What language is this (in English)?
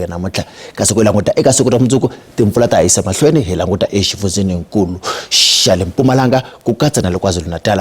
Tsonga